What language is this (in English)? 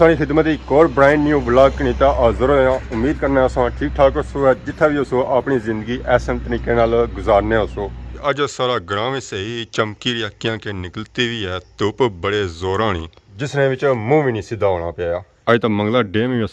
Pahari-Potwari